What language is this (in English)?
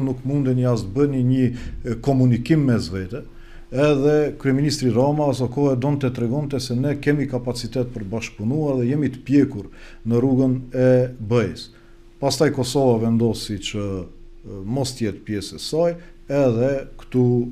Albanian